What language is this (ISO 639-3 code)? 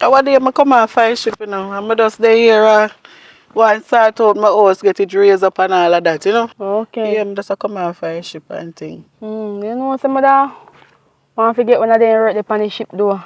jam